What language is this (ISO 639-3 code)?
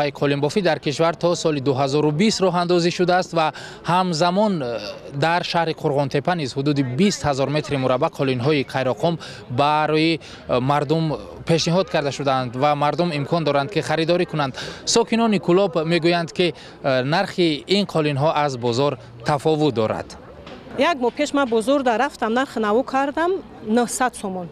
tgk